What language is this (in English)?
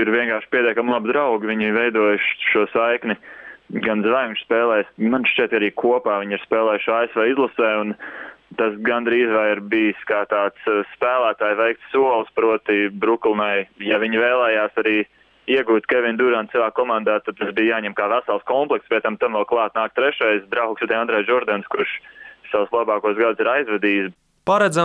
Latvian